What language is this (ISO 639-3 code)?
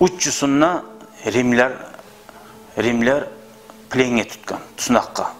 kum